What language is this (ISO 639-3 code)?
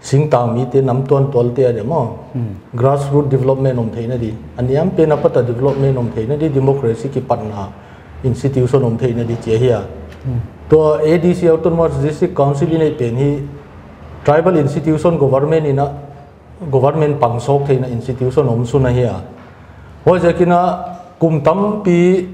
pck